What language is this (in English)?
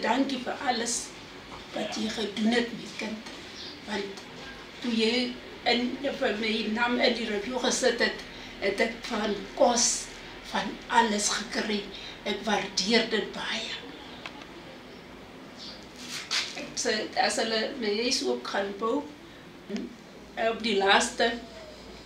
Afrikaans